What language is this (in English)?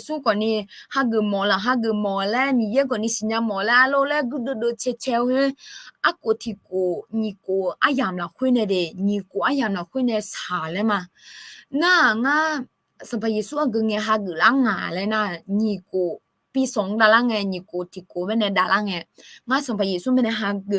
Akha